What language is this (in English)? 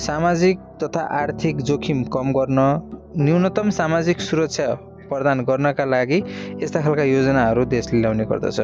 Nepali